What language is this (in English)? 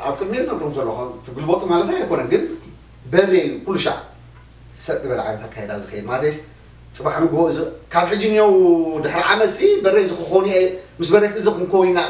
Tigrinya